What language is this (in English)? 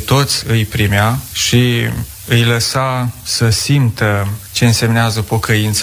Romanian